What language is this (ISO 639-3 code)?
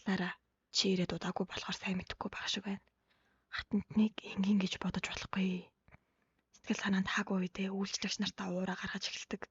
mon